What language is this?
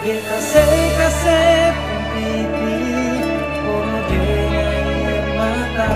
Ambonese Malay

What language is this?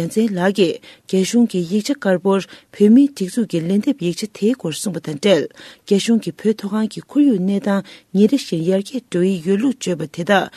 Tibetan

